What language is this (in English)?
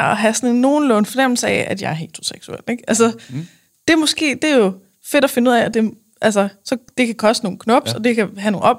Danish